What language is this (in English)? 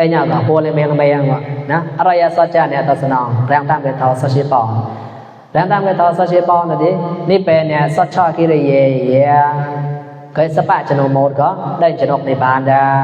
Mon